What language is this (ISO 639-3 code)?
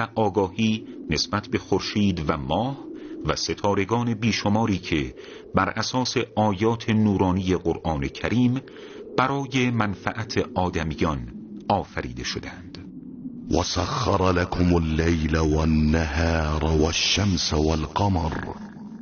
tgk